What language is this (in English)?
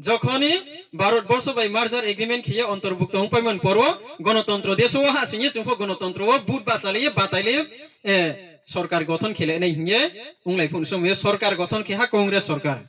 Riang (India)